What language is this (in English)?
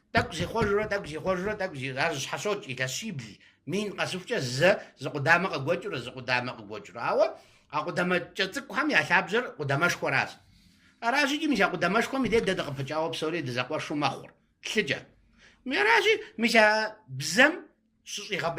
Kabardian